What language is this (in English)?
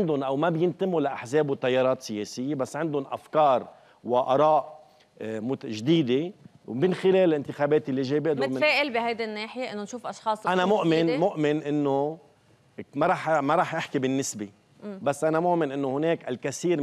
North Levantine Arabic